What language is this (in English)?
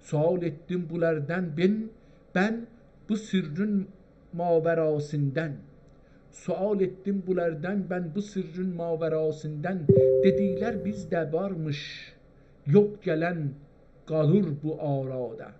South Azerbaijani